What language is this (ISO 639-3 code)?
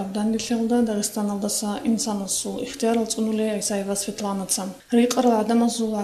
ava